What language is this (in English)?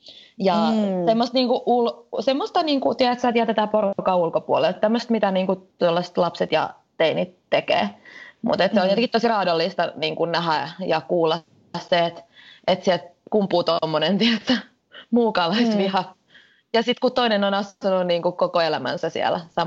Finnish